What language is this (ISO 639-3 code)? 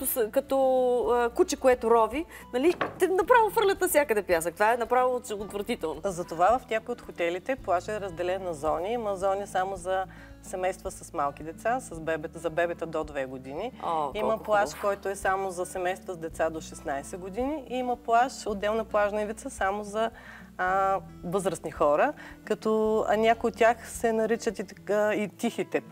bul